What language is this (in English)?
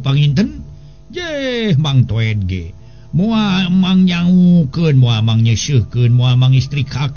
Sundanese